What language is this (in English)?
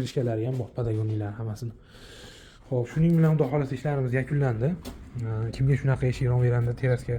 Uzbek